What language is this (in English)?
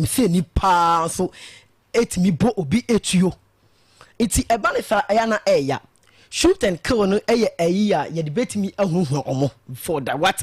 Akan